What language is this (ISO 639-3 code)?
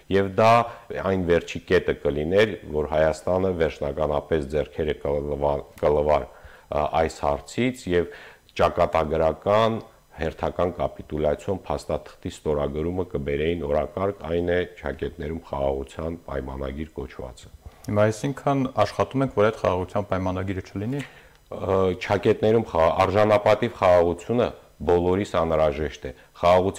hye